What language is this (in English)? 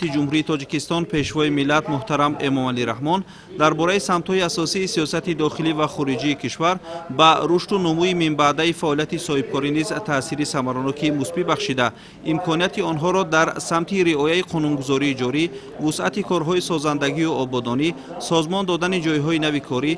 Tajik